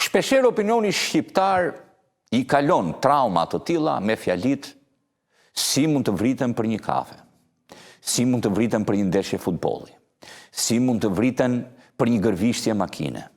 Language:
Albanian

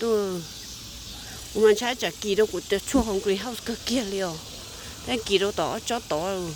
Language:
Hmong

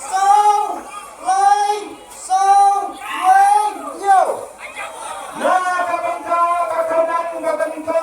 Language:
Khasi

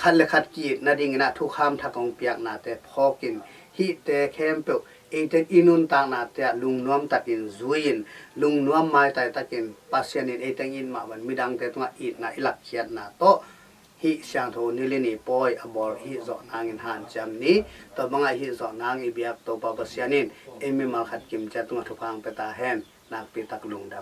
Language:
Tedim Chin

